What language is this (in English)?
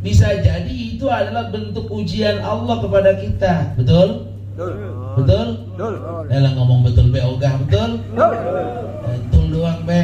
Betawi